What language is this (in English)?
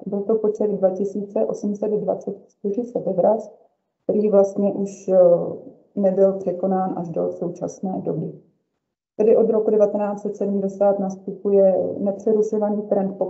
Czech